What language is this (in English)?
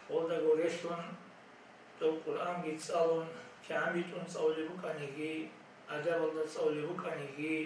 Avaric